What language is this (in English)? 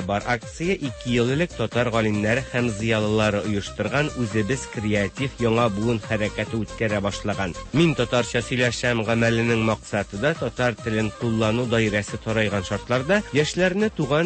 Tatar